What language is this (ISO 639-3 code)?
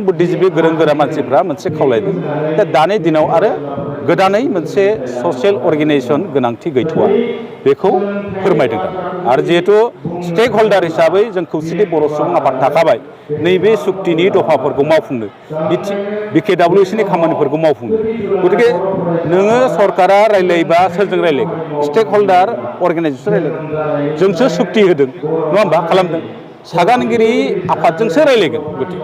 brx